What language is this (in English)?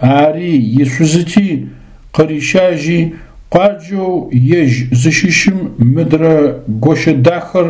Adyghe